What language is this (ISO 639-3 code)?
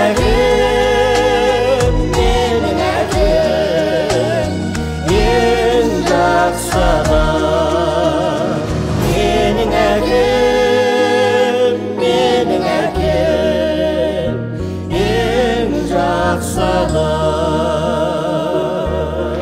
kaz